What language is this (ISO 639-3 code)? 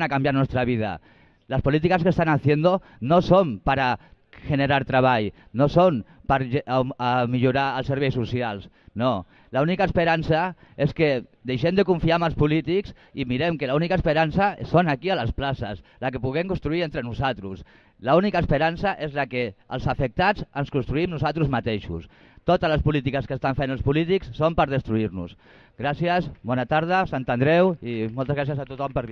cat